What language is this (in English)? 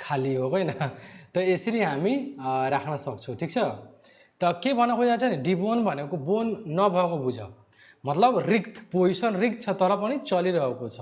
Nepali